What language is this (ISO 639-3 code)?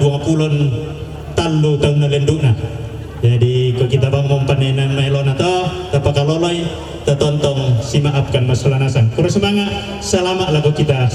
sda